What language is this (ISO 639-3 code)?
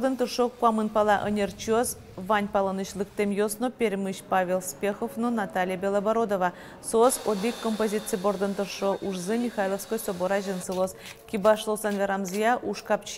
udm